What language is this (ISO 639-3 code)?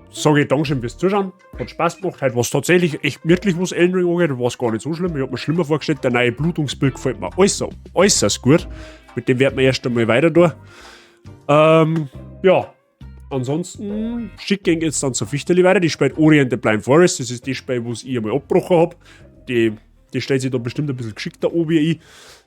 bar